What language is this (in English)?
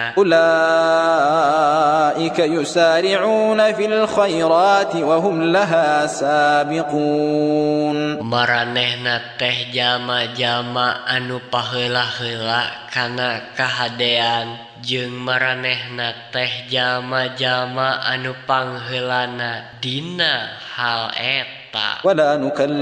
Sundanese